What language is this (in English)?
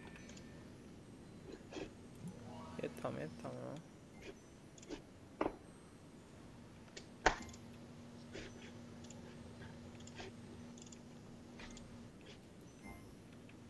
Czech